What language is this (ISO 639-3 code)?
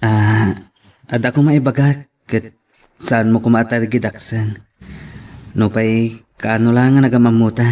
ilo